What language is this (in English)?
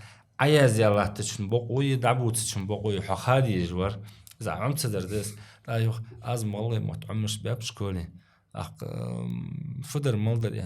Ingush